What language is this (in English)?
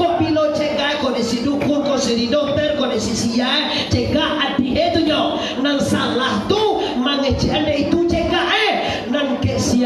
Minangkabau